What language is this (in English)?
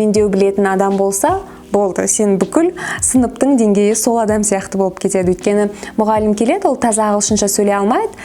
Kazakh